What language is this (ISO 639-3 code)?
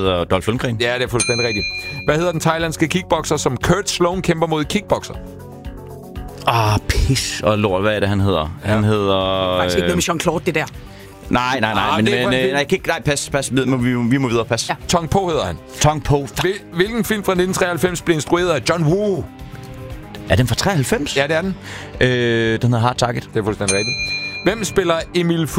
dan